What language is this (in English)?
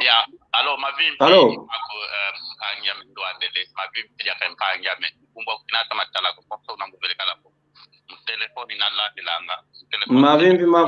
San Salvador Kongo